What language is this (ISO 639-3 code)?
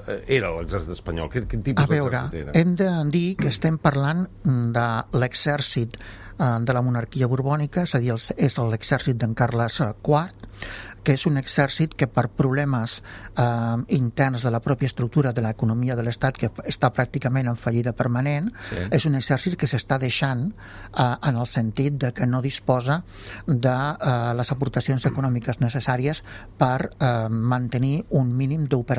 cat